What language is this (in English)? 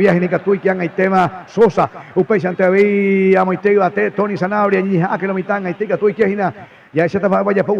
Guarani